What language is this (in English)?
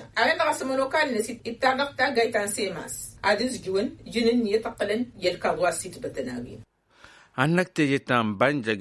Tamasheq